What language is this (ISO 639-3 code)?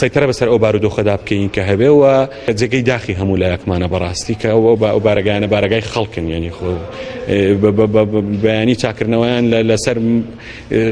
ckb